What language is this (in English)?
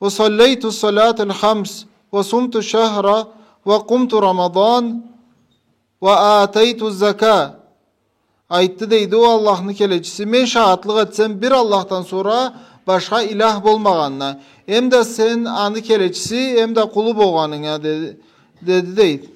Karachay-Balkar